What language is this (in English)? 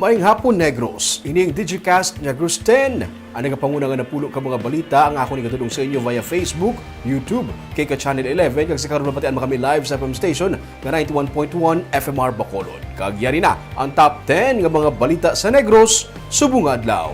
Hiligaynon